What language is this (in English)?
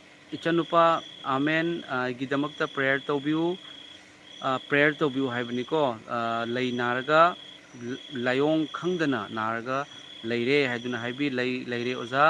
Manipuri